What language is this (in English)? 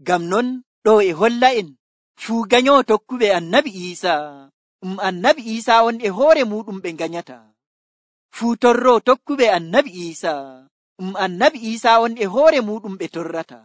Nigerian Fulfulde